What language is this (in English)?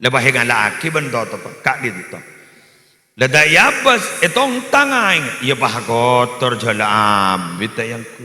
Madurese